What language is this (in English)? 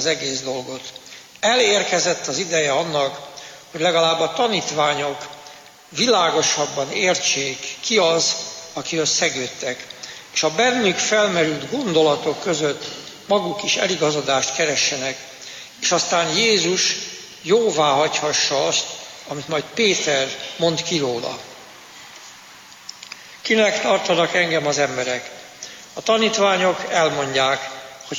Hungarian